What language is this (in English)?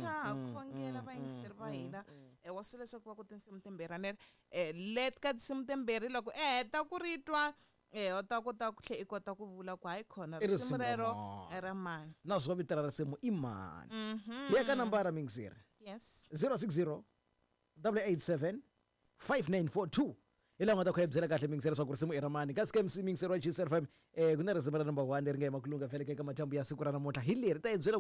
Tsonga